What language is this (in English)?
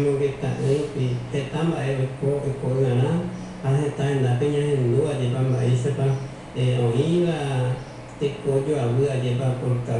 Guarani